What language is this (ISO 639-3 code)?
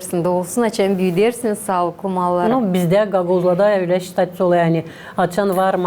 gag